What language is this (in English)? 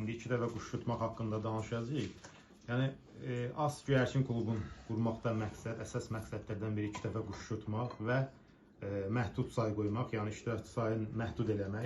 Azerbaijani